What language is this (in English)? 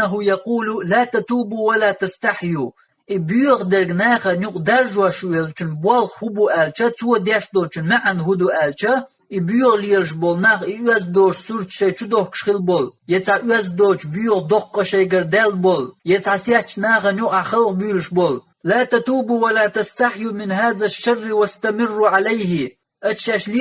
Chechen